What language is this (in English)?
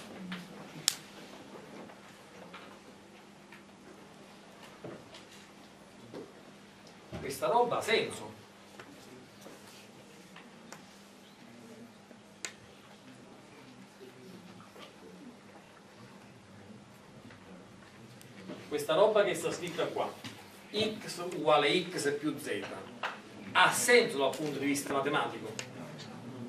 Italian